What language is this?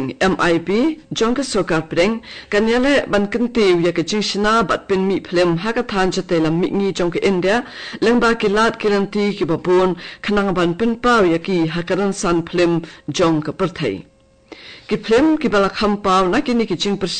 Khasi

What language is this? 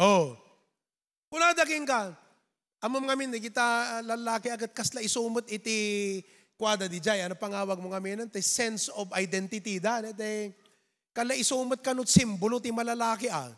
Iloko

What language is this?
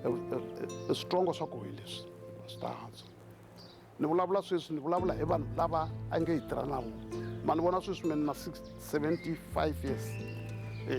Tsonga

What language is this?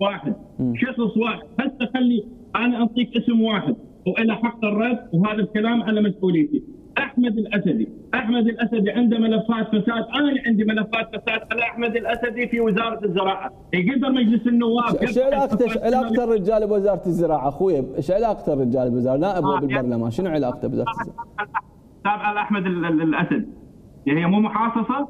Mesopotamian Arabic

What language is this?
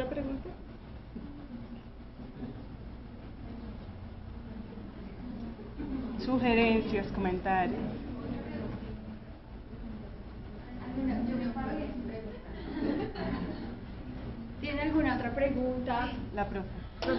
Spanish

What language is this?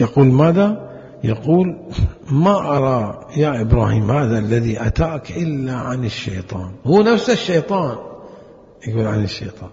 Mesopotamian Arabic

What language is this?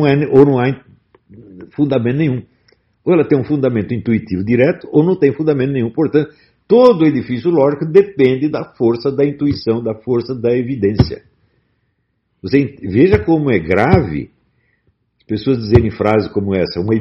Portuguese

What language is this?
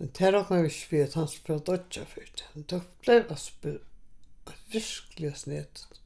Faroese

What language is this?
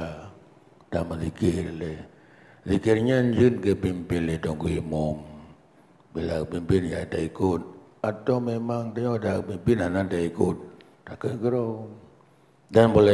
Achinese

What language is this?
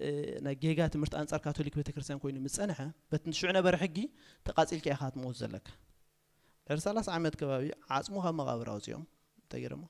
Tigrinya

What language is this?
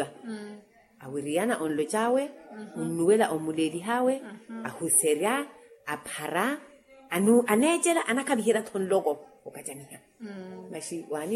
Makhuwa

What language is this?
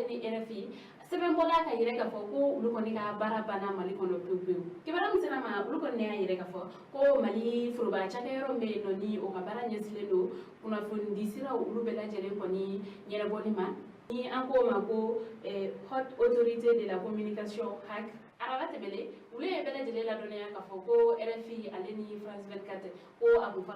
Bambara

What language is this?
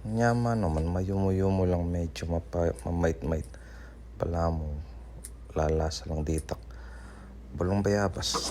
Pampanga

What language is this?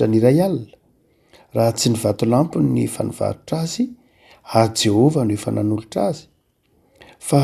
Malagasy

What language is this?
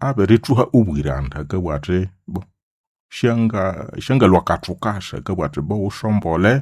Nande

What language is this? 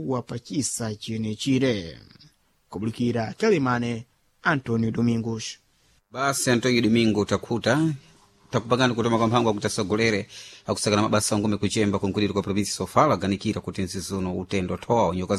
Sena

